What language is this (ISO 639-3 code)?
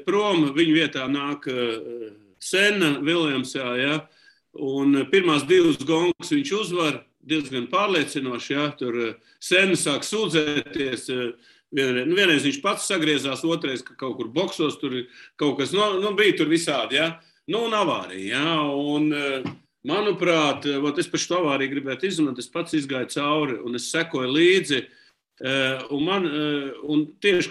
lav